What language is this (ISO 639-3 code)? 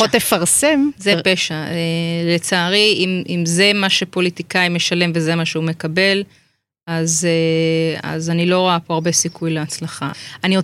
heb